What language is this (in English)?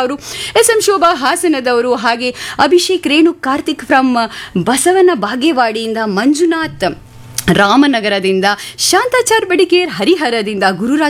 Kannada